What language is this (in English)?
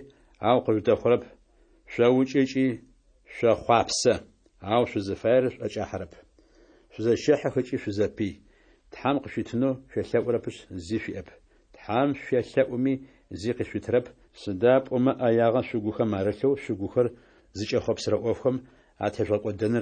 Adyghe